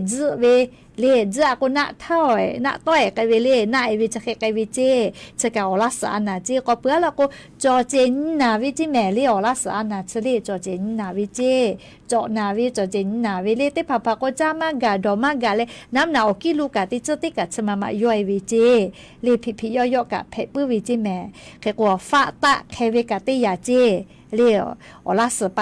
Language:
Lahu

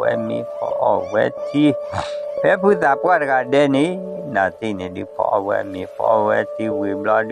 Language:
S'gaw Karen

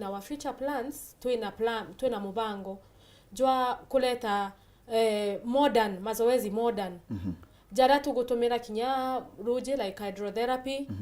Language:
Meru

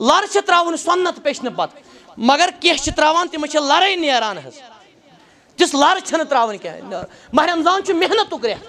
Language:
Kashmiri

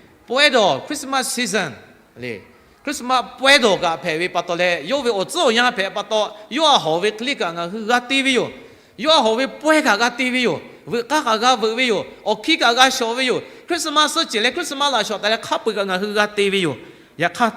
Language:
Lahu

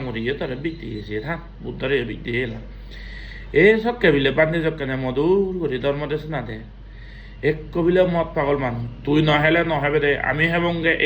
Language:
Chakma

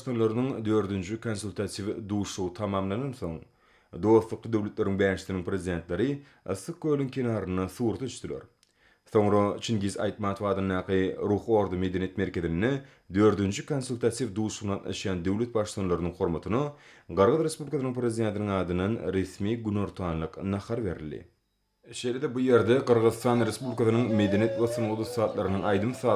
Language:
Turkmen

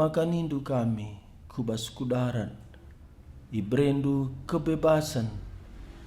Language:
Batak Karo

